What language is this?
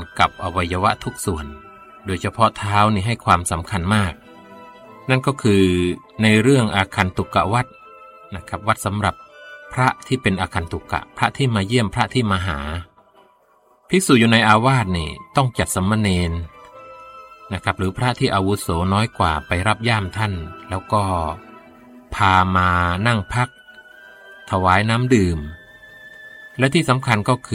Thai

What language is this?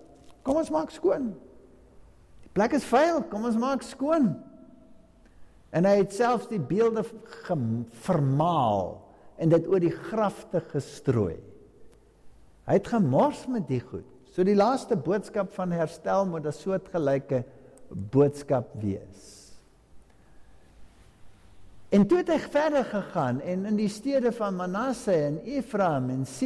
Afrikaans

